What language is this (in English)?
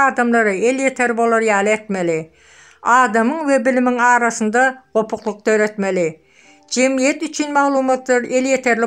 Turkmen